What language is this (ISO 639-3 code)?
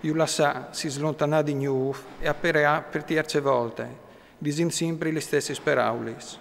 fur